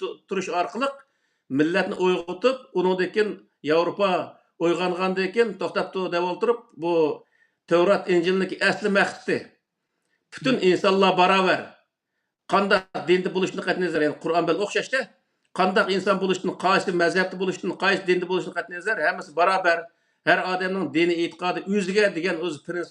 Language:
Uyghur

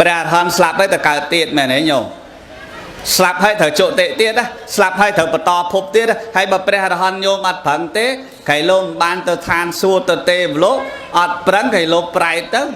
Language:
Khmer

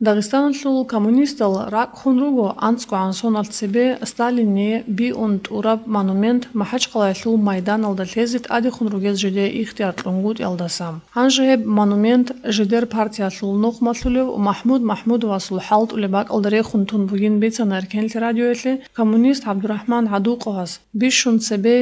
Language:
Avaric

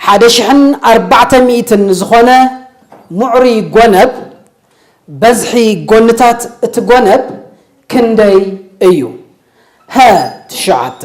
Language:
Tigrinya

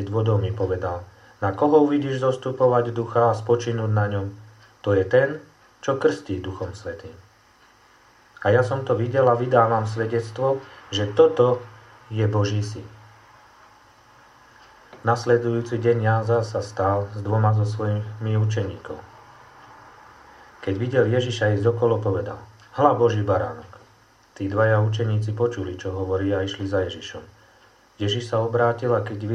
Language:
Slovak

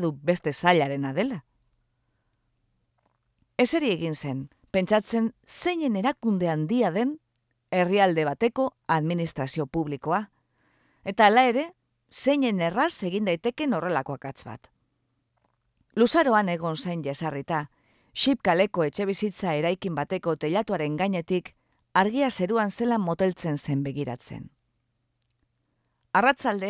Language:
Basque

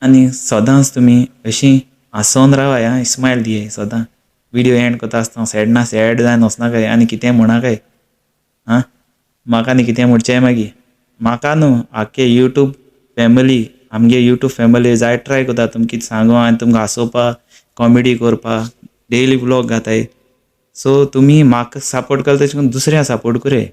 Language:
Konkani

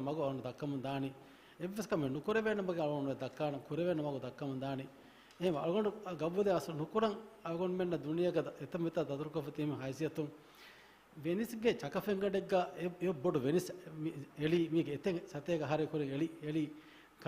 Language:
Divehi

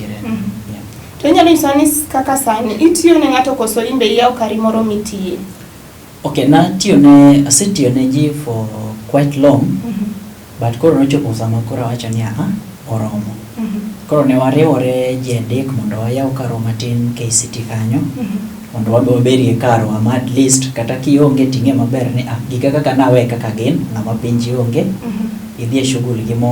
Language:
Luo (Kenya and Tanzania)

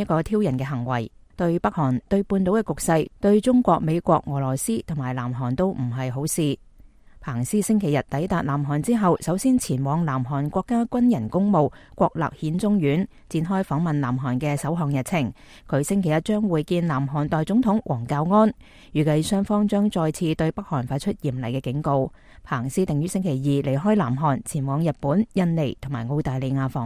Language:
Cantonese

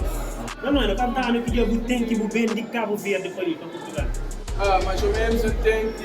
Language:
Kabuverdianu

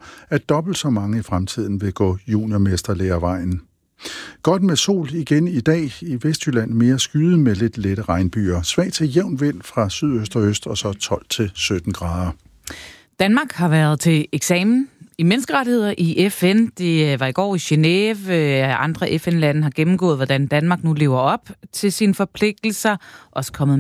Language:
Danish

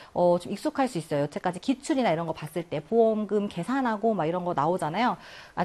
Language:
Korean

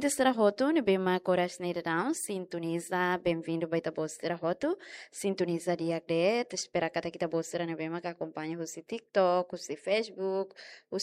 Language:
Tetum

